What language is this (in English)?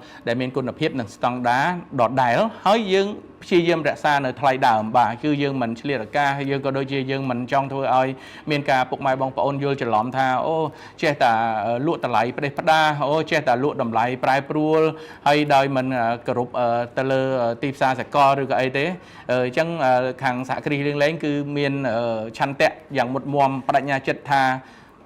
Khmer